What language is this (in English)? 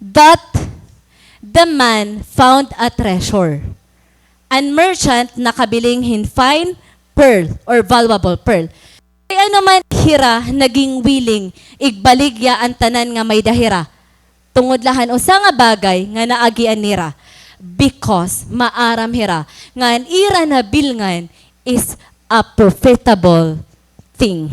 Waray